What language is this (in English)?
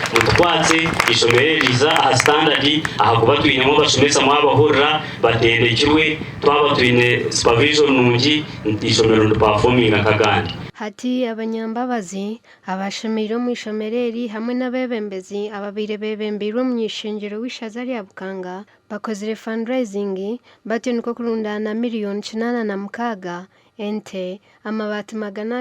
Nyankole